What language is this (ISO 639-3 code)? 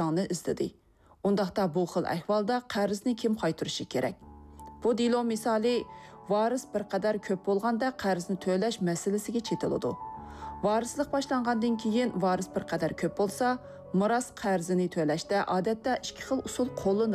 uig